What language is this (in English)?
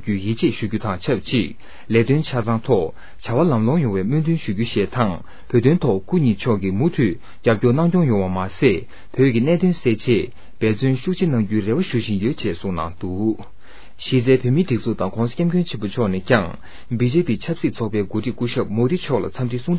Tibetan